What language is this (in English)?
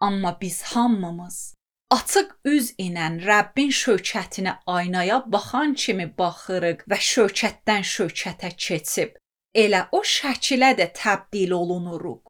Azerbaijani